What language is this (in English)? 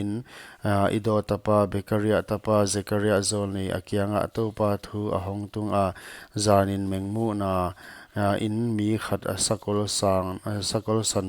Paite Chin